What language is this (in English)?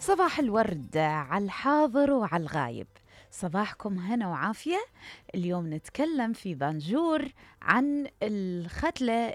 Mesopotamian Arabic